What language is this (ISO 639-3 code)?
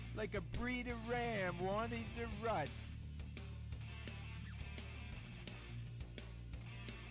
est